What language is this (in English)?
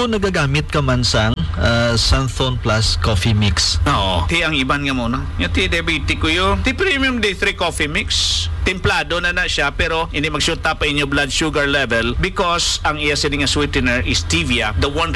Hiligaynon